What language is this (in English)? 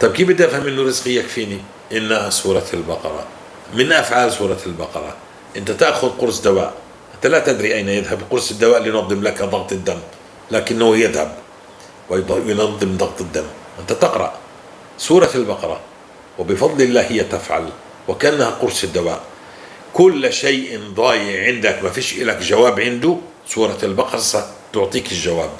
North Levantine Arabic